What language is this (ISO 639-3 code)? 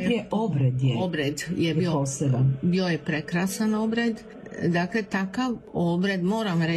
hrv